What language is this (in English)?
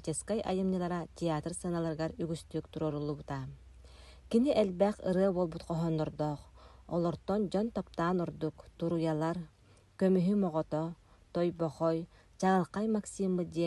Yakut